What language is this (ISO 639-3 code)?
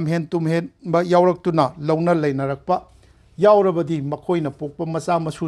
mni